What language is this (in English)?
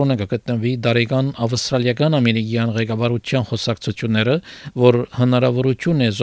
Armenian